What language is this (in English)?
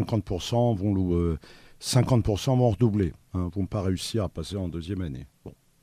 French